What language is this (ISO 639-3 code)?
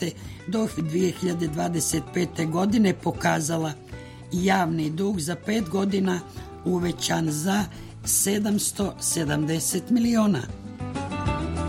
srp